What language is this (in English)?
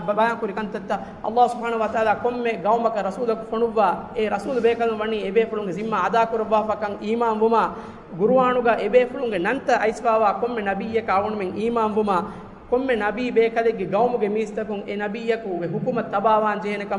Divehi